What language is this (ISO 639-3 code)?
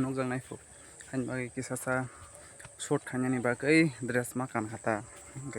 trp